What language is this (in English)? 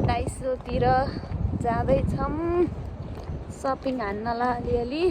Nepali